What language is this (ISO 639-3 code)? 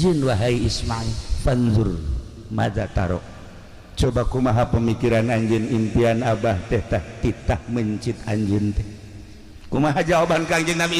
sun